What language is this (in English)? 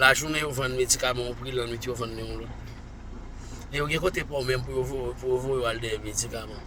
Haitian Creole